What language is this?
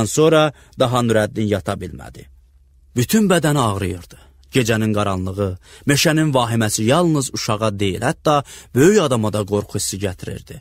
Azerbaijani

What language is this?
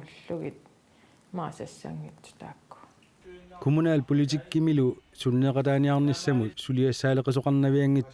Kalaallisut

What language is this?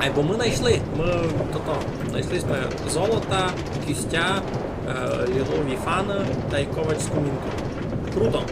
Rusyn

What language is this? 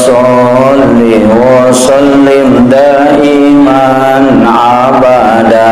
Buginese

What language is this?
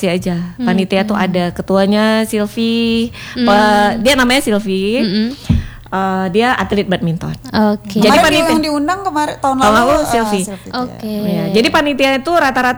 Indonesian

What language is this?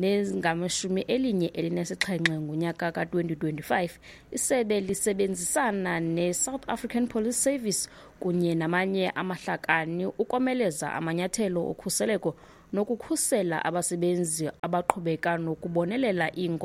Xhosa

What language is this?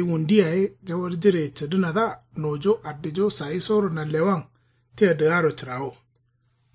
Kanuri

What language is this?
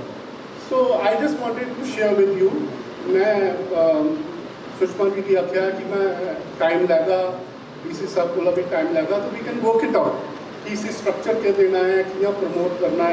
Dogri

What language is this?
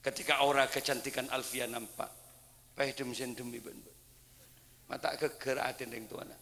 Madurese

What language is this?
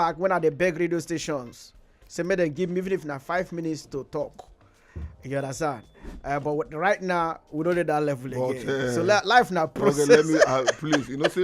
Nigerian Pidgin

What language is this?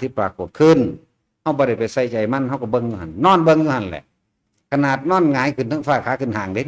Northeastern Thai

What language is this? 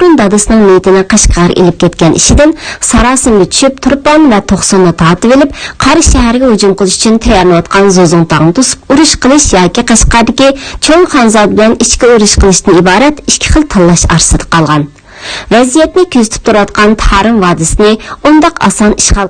Uyghur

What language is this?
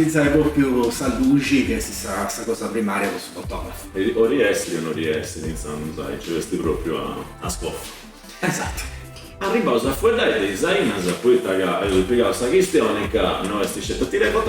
Sardinian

